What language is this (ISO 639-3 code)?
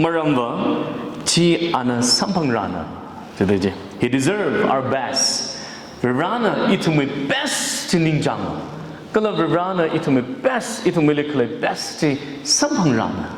nmf